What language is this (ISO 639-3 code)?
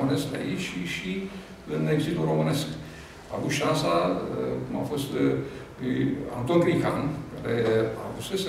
ron